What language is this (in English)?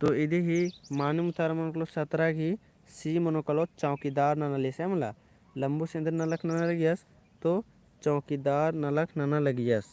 Kurukh